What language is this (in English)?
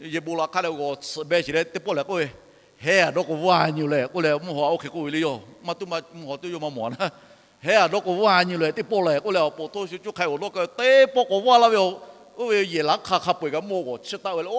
Lahu